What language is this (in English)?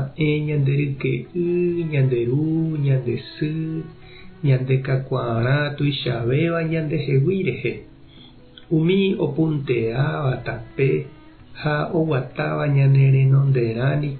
Guarani